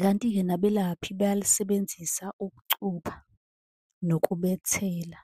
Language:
Zulu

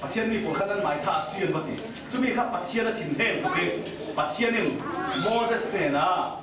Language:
Falam Chin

